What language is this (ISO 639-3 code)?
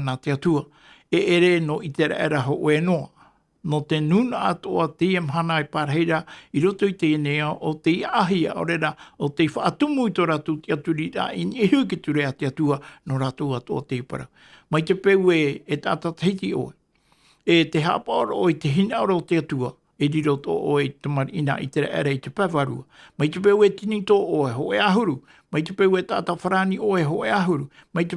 tah